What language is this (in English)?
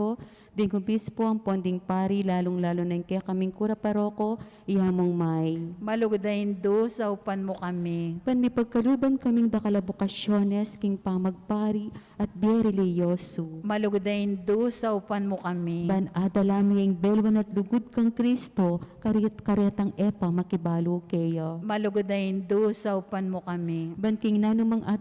Pampanga